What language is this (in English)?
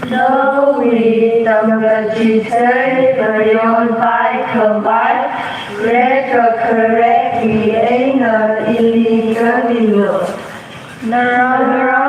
Tangkhul Naga (India)